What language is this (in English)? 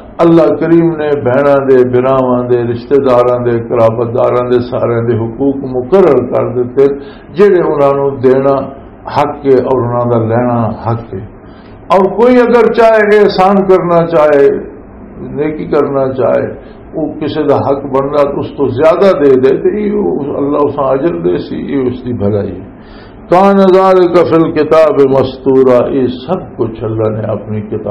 Western Panjabi